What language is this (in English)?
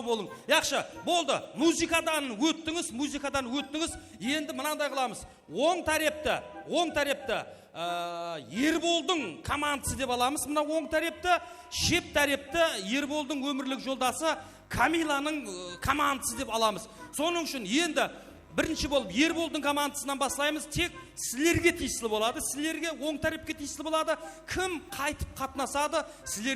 Kara-Kalpak